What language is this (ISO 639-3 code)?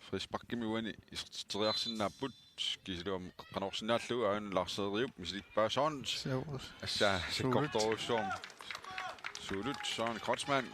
kal